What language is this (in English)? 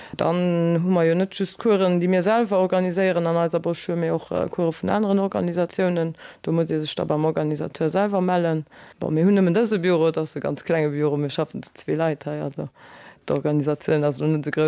Luxembourgish